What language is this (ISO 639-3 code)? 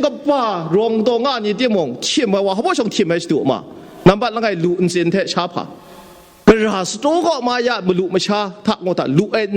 kac